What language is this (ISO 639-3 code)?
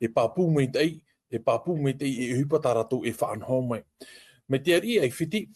tah